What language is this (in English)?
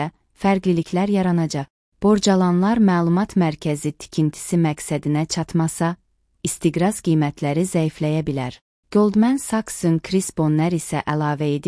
Azerbaijani